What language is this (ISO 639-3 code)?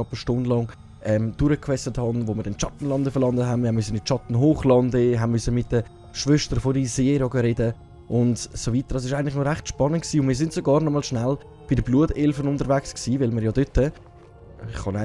gsw